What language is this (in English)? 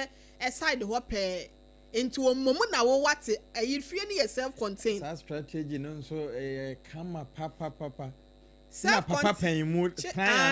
Akan